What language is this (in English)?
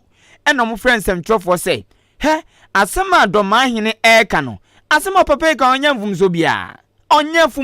Akan